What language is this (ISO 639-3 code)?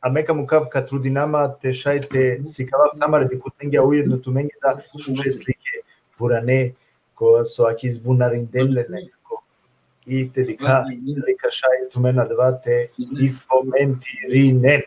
rmn